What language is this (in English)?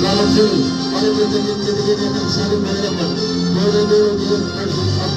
Ambonese Malay